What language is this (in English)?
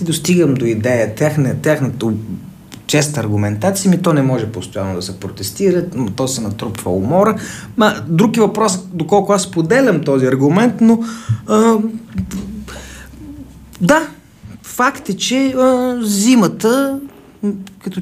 Bulgarian